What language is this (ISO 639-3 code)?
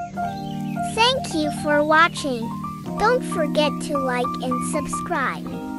deu